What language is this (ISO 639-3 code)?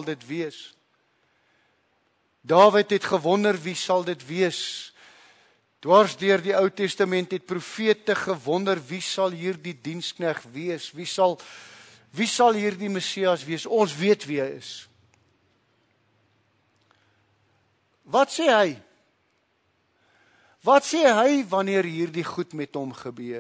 afr